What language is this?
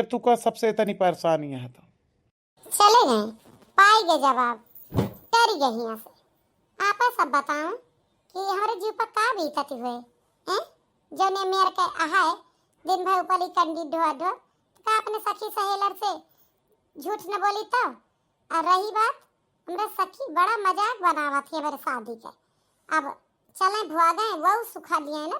Awadhi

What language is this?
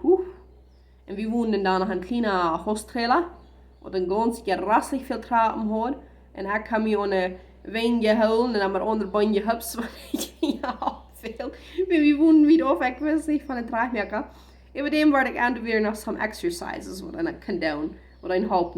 Plautdietsch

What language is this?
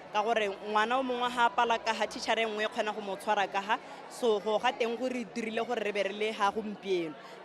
Tswana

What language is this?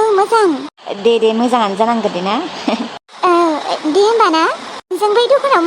Bodo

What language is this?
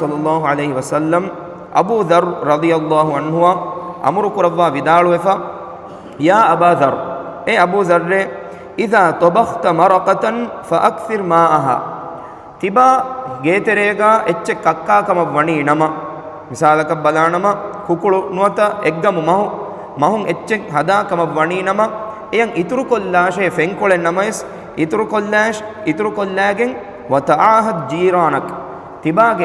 Divehi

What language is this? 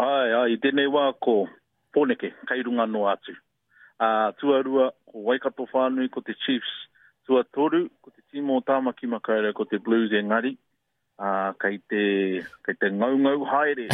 Māori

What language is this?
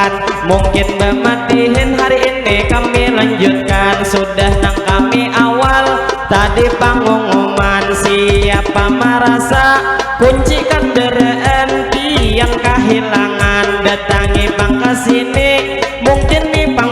Banjar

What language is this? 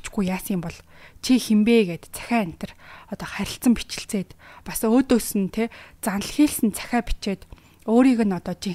Mongolian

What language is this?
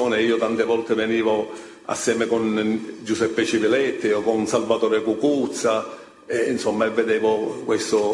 Italian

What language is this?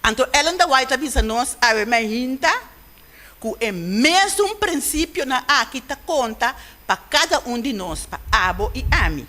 Papiamento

